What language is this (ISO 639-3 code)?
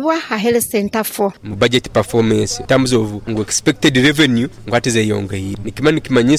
nyo